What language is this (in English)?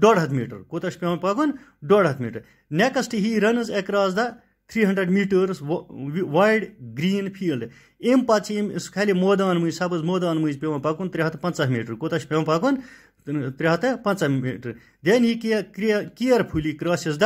Kashmiri